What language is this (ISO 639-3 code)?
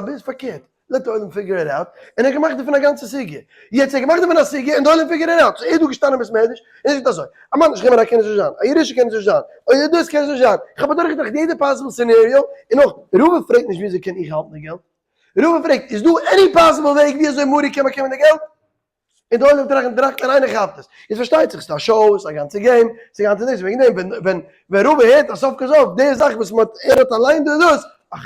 yid